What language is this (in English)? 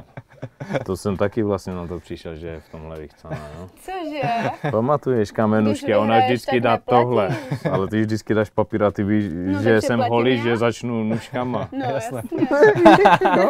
Czech